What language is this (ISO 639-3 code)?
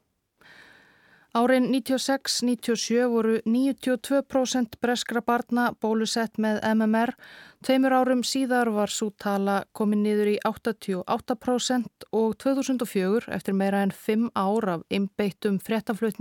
isl